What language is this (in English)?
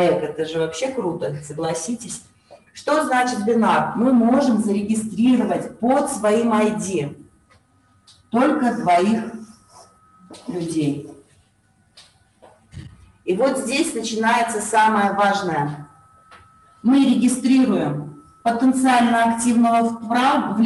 Russian